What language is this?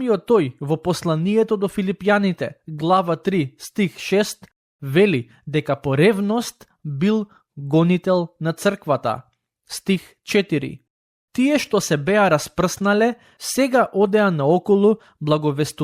Macedonian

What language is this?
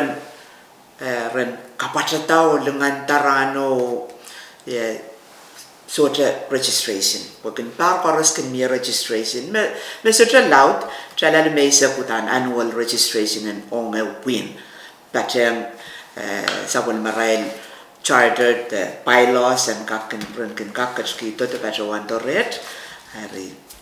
Pohnpeian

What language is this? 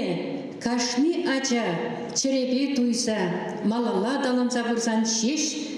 Chuvash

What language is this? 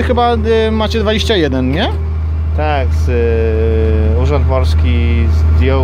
Polish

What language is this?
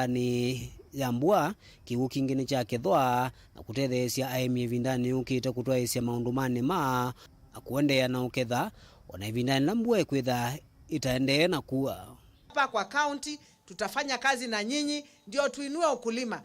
Kamba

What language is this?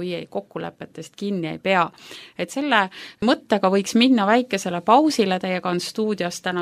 Estonian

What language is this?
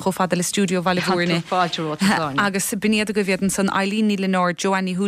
Irish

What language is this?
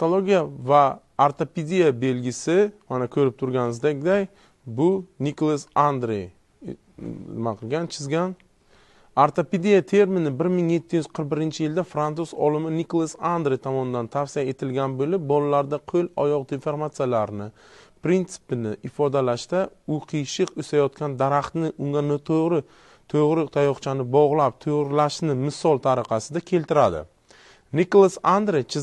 Uzbek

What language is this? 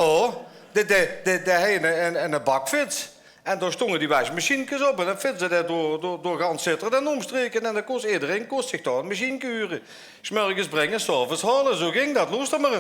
Limburgish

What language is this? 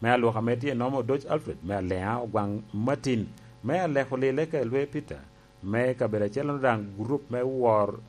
Lango (Uganda)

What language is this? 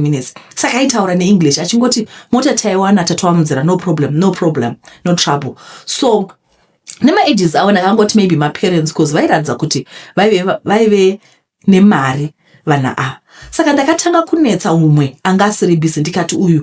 Shona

